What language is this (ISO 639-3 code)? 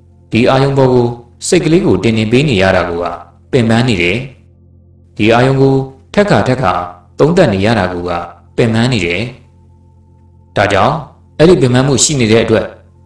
mya